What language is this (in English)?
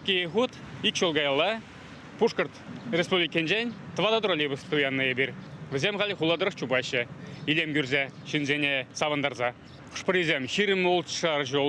Chuvash